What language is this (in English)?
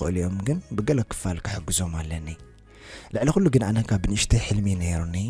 Tigrinya